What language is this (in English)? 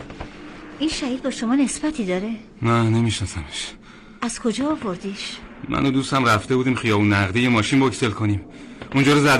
Persian